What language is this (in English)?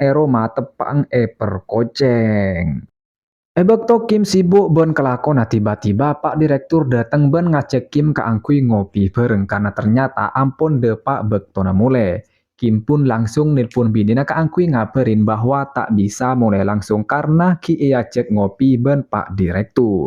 Madurese